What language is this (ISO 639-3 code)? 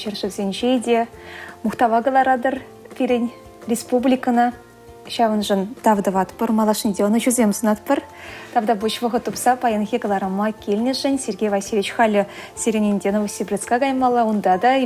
chv